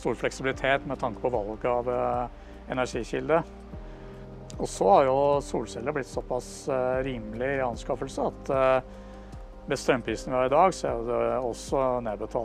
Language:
Norwegian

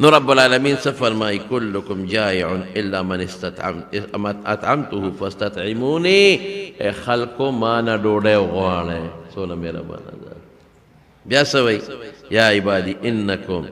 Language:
Pashto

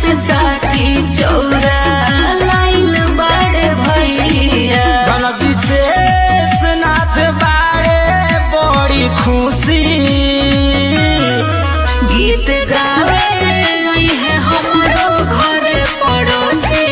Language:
Bhojpuri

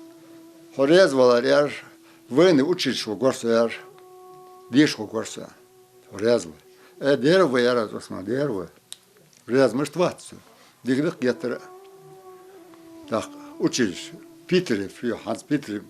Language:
Ingush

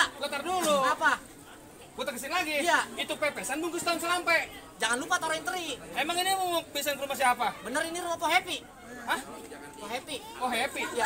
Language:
Betawi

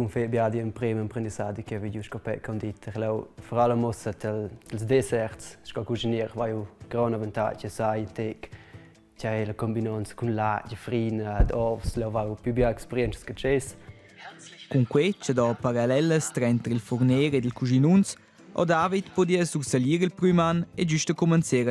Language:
Romansh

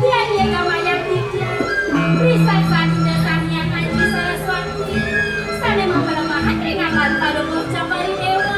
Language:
Balinese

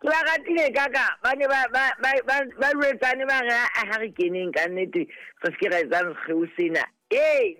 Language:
Southern Sotho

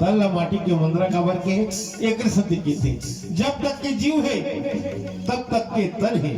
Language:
Chhattisgarhi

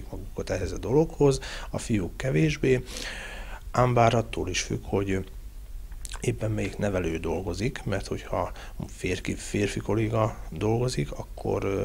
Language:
Hungarian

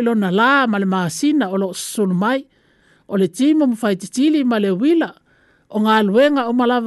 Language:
Samoan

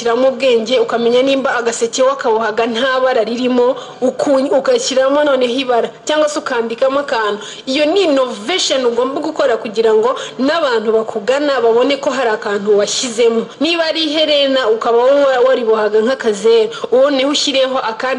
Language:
Kinyarwanda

